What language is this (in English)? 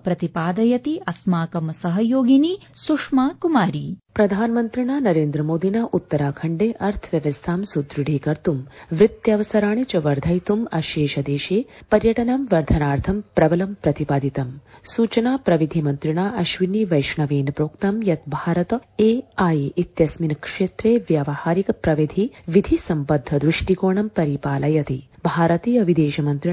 Sanskrit